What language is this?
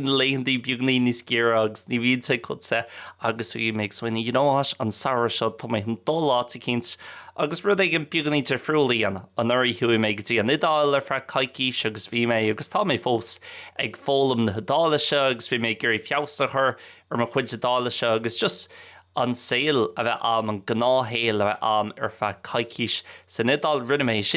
Irish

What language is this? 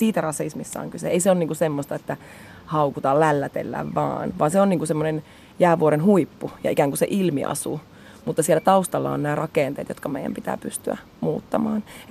Finnish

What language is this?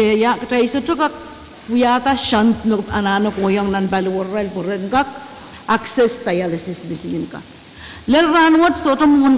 Pohnpeian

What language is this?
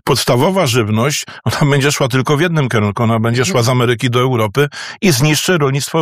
Polish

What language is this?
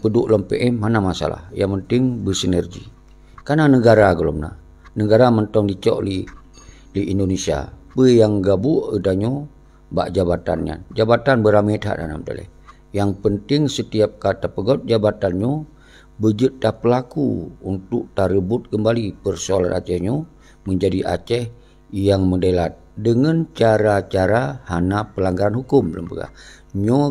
Achinese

